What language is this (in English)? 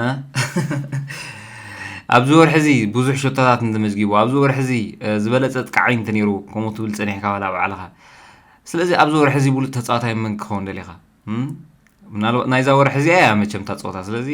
Tigrinya